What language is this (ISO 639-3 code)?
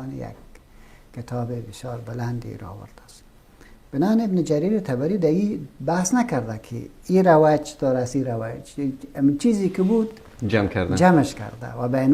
fas